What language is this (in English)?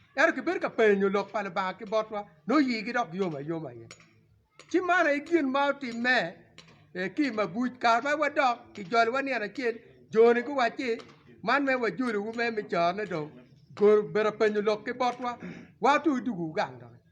Acoli